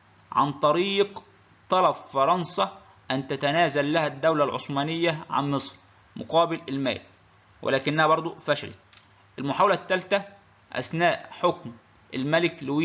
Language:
Egyptian Arabic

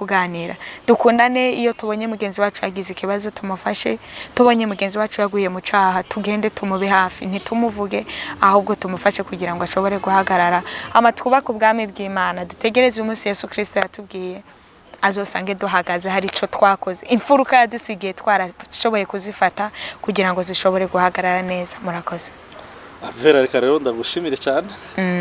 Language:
Rundi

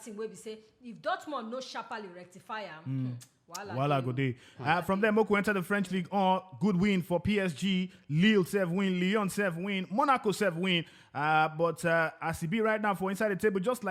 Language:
Nigerian Pidgin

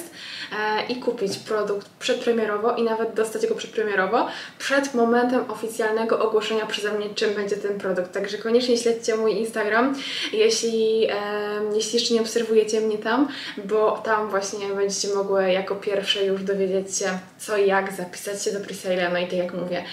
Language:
Polish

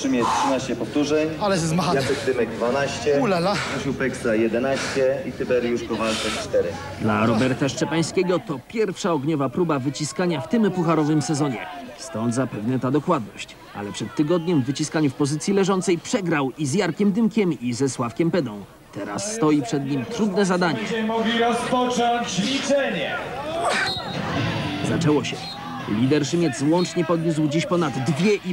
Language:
Polish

